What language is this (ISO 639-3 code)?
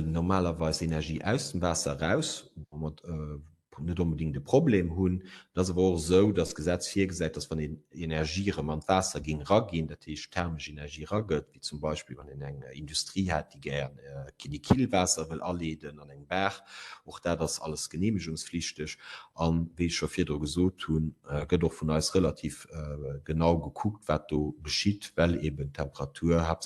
ltz